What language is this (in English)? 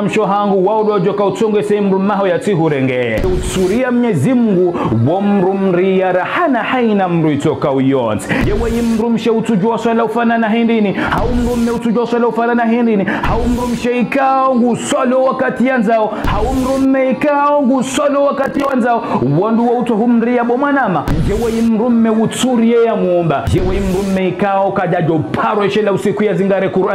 Ngazidja Comorian